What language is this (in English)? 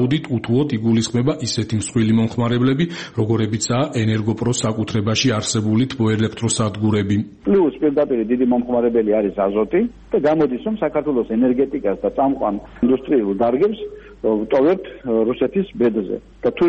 Georgian